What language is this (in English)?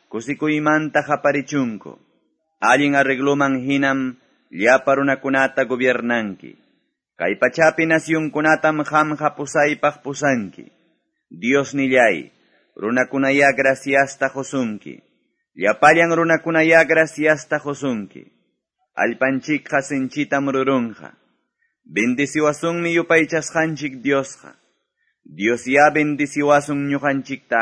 Quechua